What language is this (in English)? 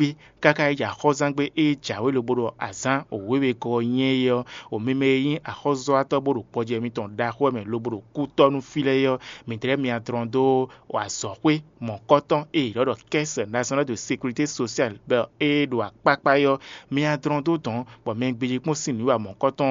Fon